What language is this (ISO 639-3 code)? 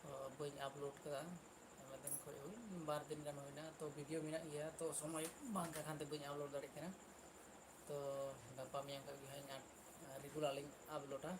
sat